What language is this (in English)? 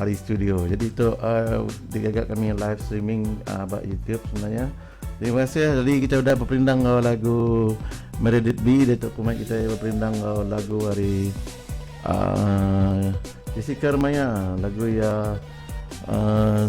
Iban